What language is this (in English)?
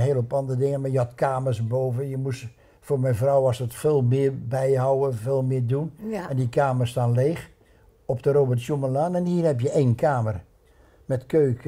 Dutch